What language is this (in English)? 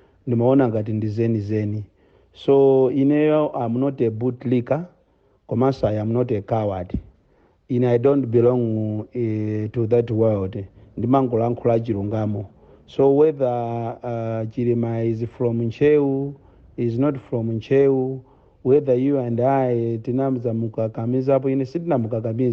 Nyanja